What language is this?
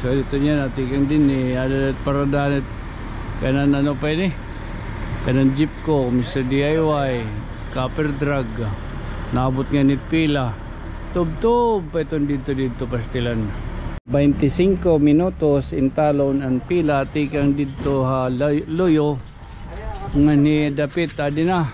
Waray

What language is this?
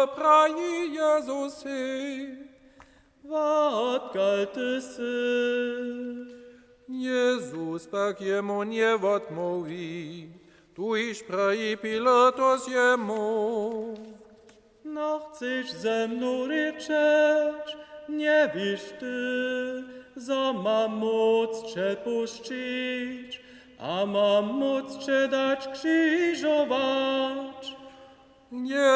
Upper Sorbian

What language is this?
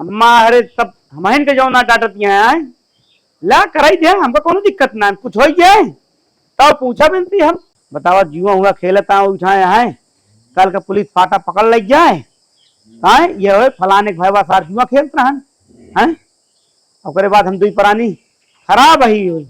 Awadhi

